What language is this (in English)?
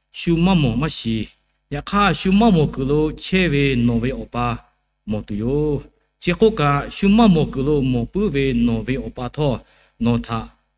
Lahu